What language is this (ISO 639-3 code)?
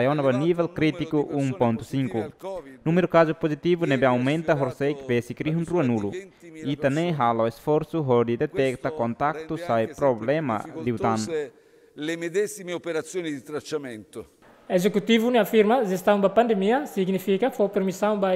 tet